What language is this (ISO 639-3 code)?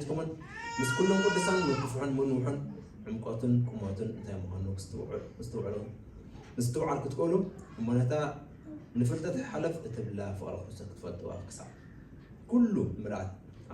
tir